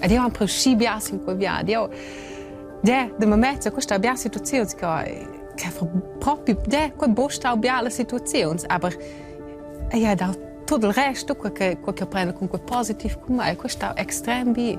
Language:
Romansh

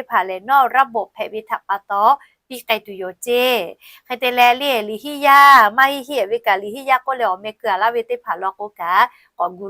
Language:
Lahu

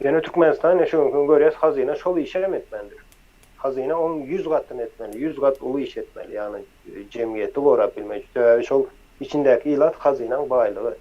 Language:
Turkmen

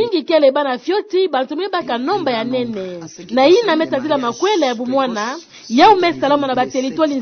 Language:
Kituba (Democratic Republic of Congo)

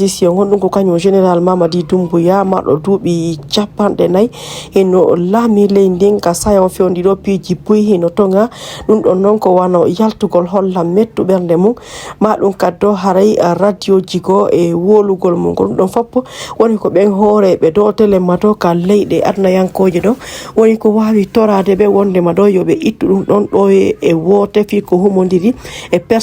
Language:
Fula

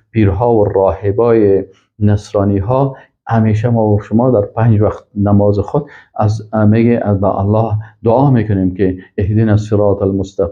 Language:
Persian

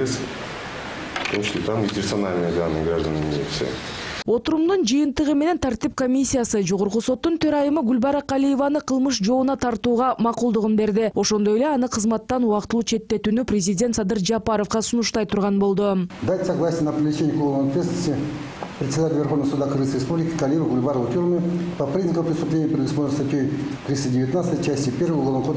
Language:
Kyrgyz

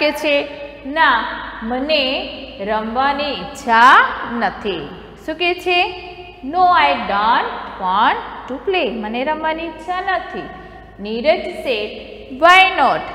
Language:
Gujarati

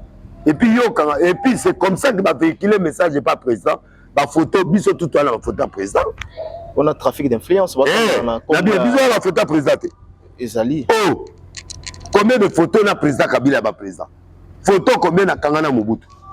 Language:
Lingala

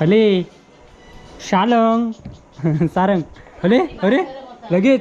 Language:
Konkani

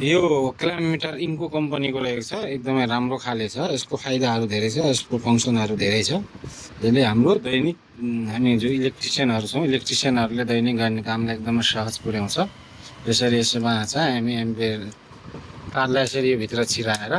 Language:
Nepali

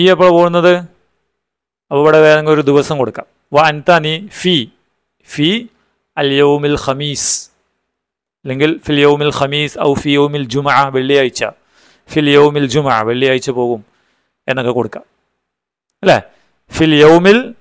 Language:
Malayalam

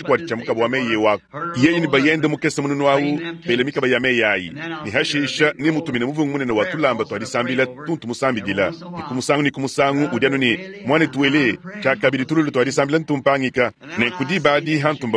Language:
Luba-Lulua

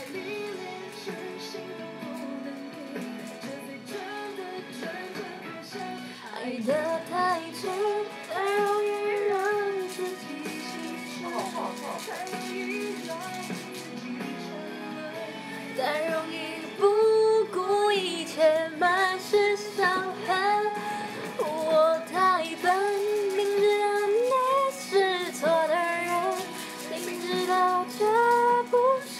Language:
Chinese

